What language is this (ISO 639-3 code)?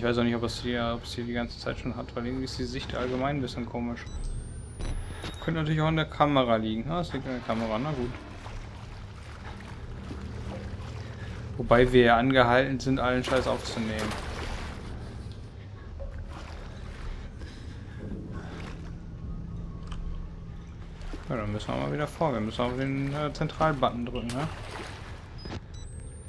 deu